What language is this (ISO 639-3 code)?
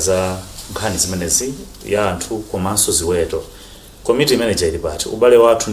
nya